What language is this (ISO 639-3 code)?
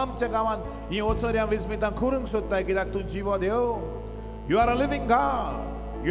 kok